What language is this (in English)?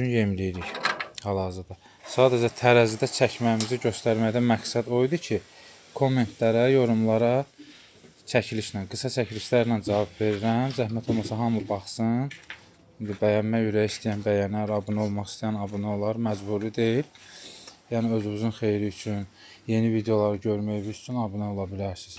Azerbaijani